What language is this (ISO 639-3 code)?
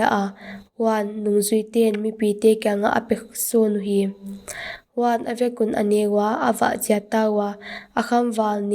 pck